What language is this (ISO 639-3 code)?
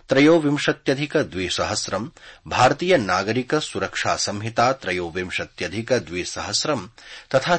san